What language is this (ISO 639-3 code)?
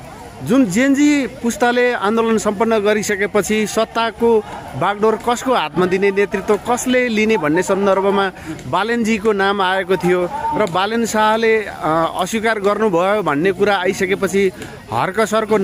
nep